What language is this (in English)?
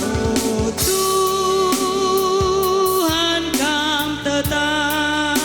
Batak Karo